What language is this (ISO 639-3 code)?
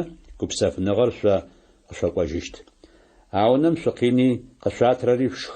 ady